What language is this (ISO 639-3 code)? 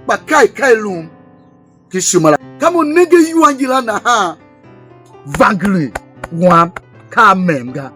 tiv